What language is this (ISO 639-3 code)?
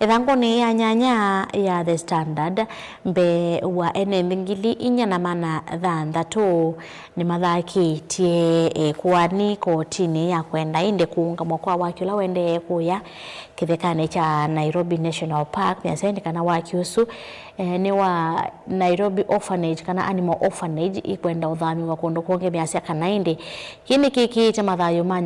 kam